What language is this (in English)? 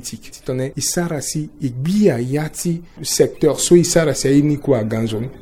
Sango